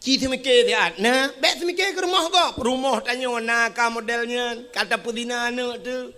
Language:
Achinese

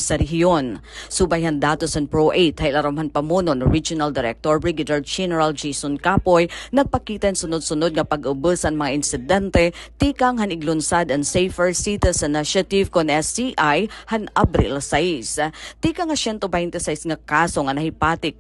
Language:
Waray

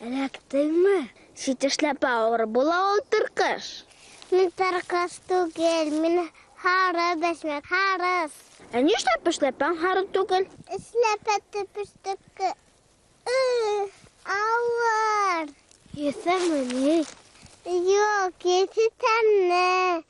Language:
Bashkir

